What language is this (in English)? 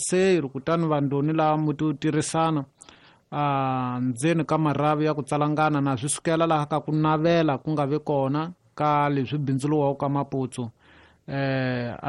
Tsonga